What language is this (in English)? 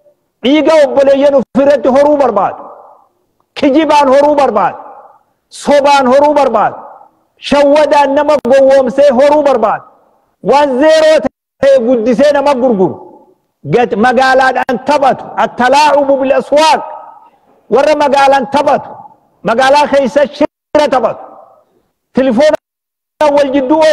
Oromo